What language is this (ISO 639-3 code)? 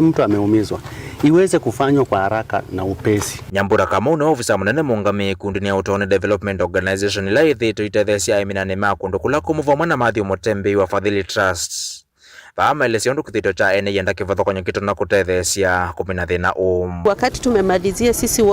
kam